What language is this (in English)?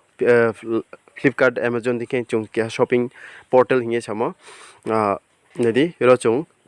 Riang (India)